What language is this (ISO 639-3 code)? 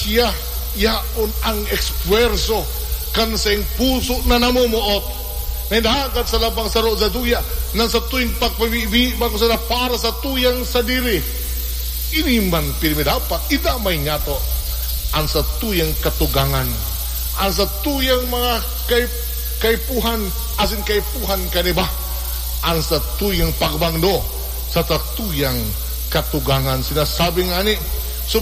bik